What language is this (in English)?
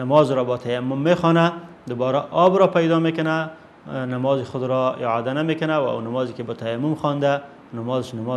Persian